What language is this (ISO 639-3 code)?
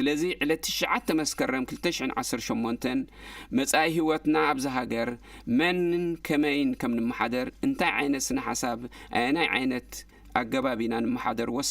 tir